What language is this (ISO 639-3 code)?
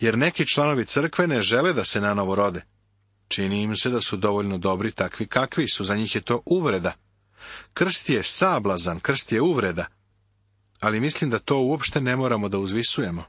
srp